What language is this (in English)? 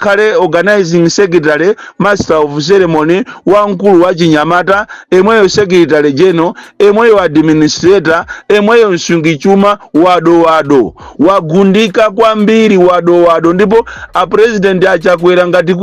Nyanja